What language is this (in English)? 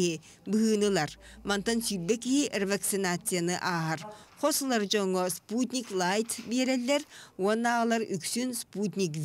Yakut